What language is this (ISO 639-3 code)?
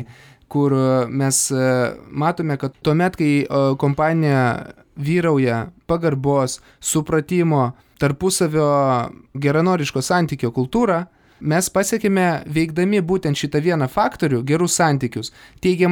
lit